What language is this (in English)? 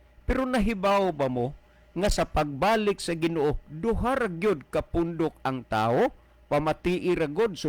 Cebuano